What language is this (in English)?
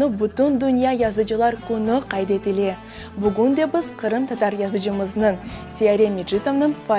Crimean Tatar